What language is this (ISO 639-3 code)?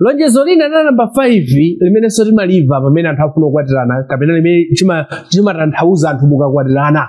nya